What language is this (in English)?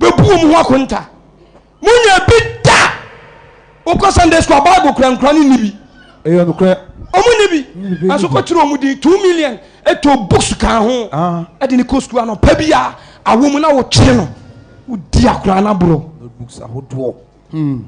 Akan